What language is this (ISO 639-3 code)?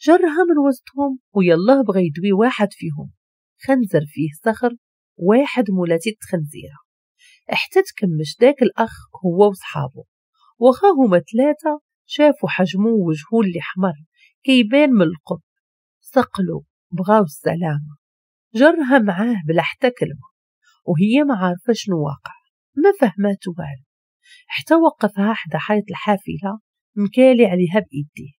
ary